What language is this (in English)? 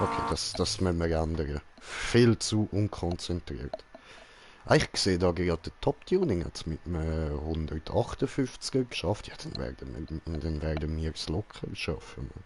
Swiss German